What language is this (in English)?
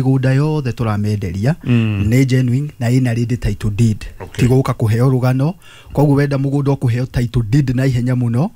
Kikuyu